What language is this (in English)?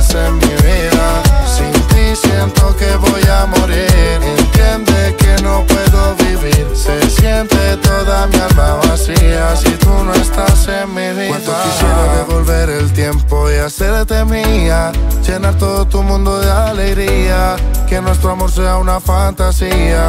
Spanish